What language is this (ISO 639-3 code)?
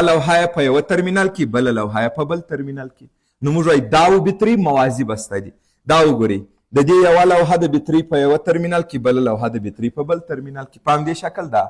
pus